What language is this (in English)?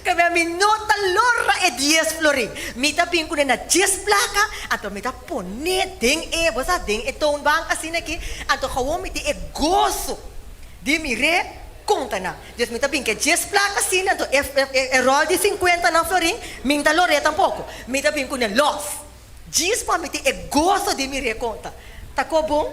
Papiamento